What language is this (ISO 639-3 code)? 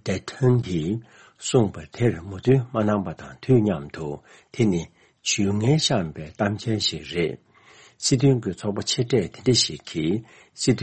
bod